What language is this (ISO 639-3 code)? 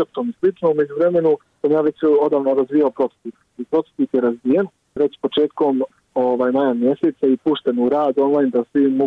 bos